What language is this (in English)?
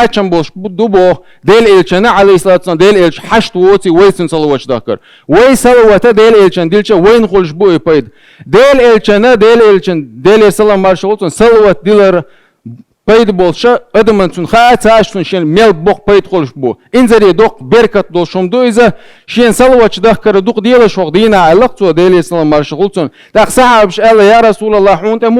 Chechen